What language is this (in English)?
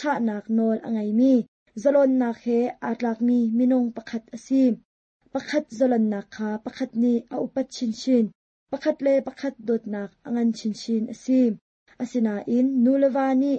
Hakha Chin